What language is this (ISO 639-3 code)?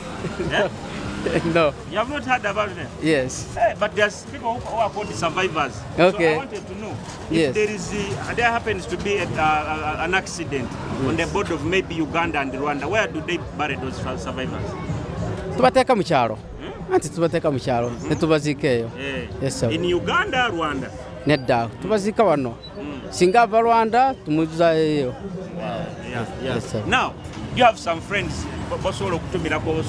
nyo